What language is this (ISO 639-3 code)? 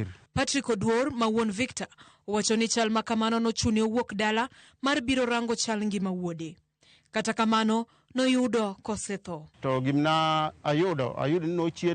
luo